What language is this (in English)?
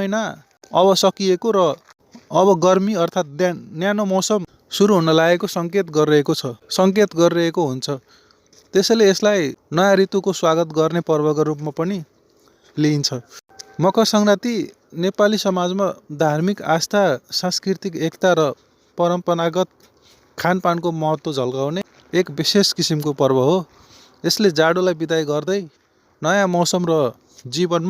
Nepali